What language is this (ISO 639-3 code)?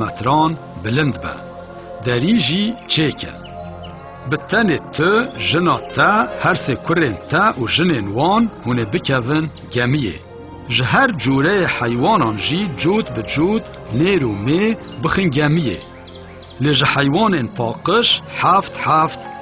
kur